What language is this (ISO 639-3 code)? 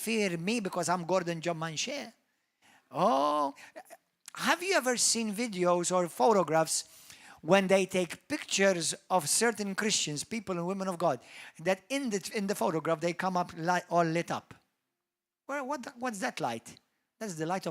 eng